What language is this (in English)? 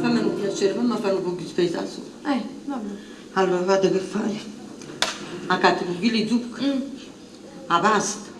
Neapolitan